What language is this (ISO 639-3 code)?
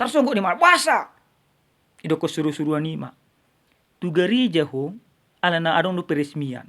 bbc